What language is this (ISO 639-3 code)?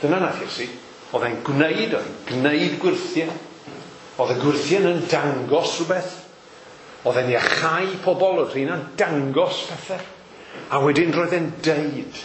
cym